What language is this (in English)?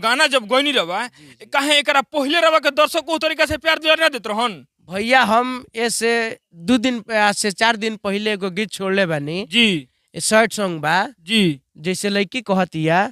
Bhojpuri